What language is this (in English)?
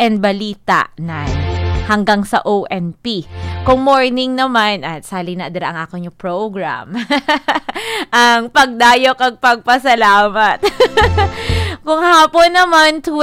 Hiligaynon